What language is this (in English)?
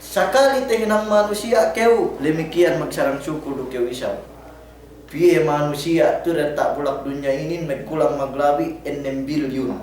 Yakan